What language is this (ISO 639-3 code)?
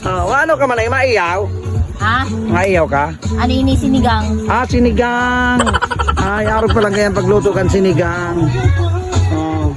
bik